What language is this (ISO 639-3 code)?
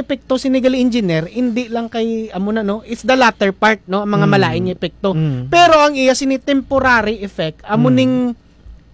hil